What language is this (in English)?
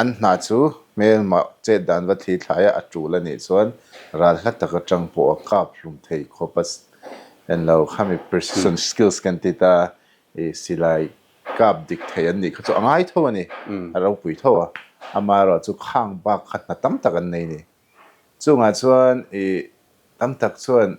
Mizo